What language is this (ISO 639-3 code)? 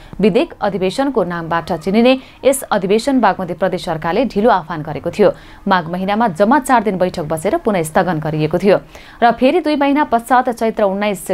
nep